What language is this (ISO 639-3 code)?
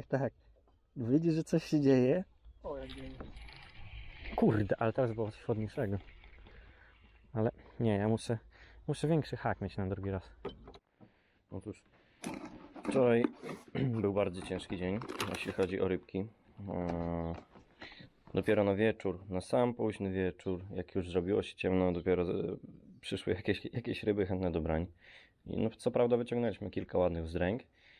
pol